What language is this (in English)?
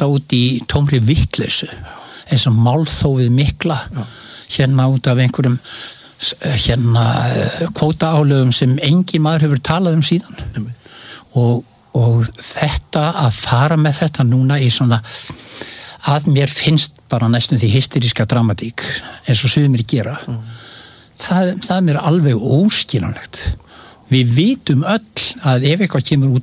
Icelandic